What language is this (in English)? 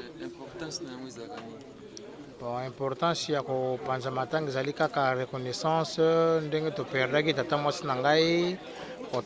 Lingala